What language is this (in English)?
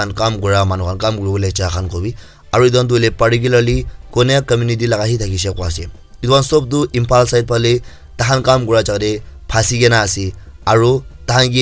Naga Pidgin